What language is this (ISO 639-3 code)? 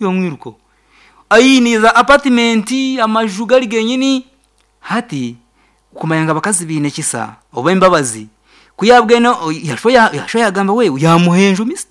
nyn